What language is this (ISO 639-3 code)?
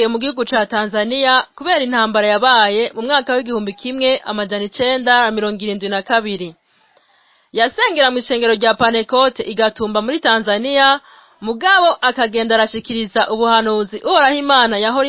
run